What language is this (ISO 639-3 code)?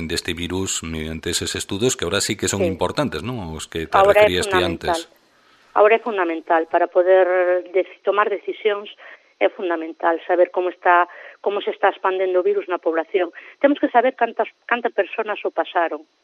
glg